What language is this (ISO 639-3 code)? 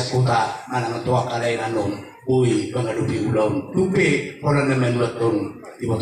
bbc